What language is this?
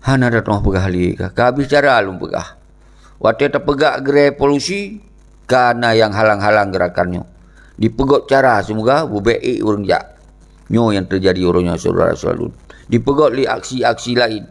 Achinese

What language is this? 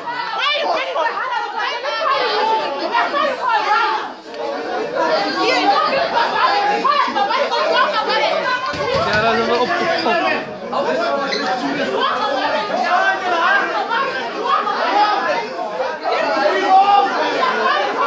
Afrikaans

